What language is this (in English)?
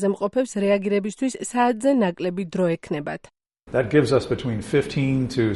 Georgian